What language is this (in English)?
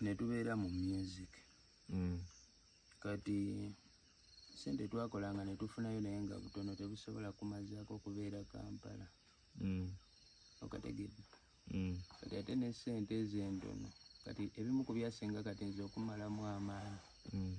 Ganda